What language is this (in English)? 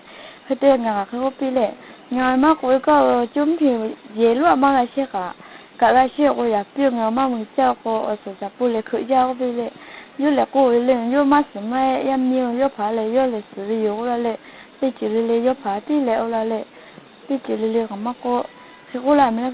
Lahu